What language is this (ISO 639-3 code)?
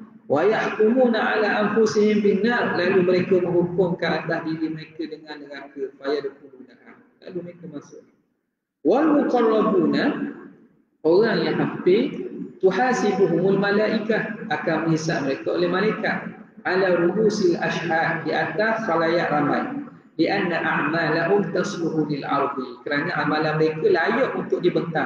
msa